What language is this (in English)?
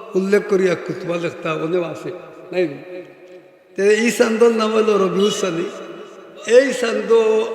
Sylheti